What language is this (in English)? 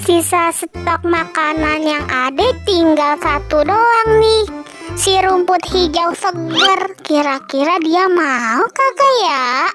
Betawi